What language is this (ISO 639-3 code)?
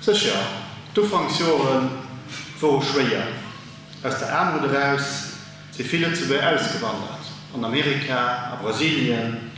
ltz